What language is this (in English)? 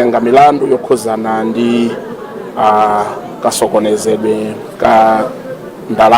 Nyanja